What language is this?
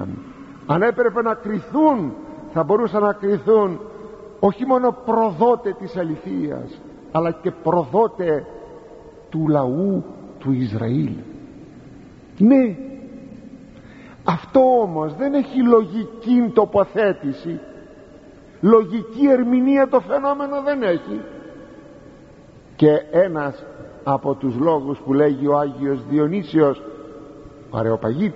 Greek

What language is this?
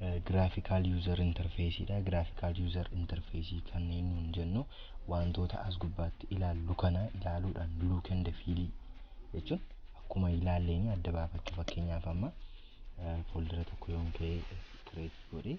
Oromo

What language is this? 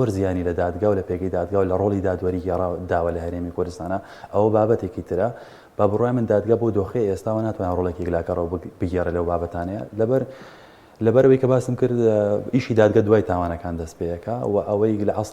Central Kurdish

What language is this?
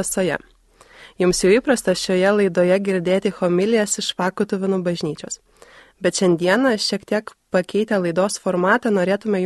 Lithuanian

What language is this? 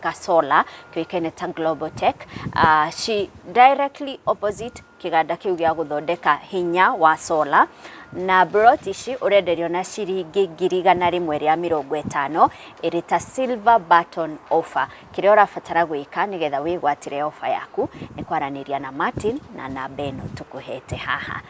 Kikuyu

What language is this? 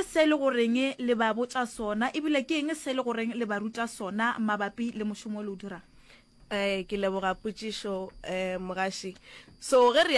Northern Sotho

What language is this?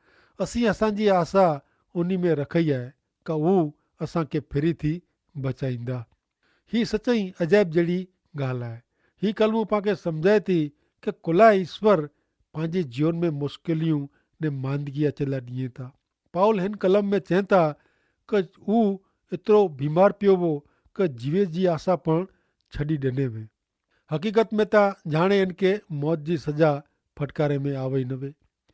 Kachhi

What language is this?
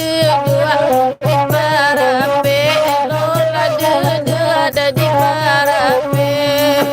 Minangkabau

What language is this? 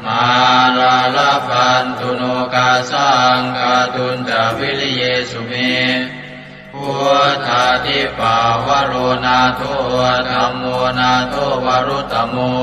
Pali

